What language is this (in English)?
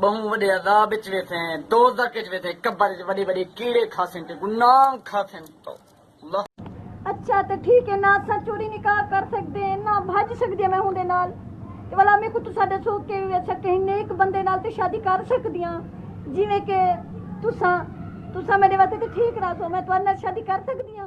Saraiki